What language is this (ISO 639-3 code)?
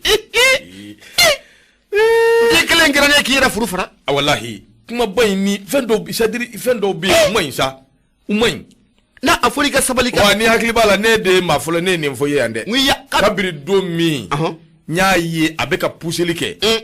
bam